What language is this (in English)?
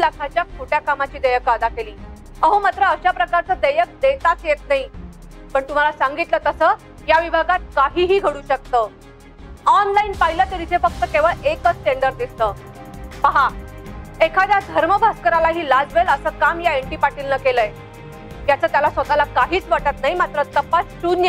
Marathi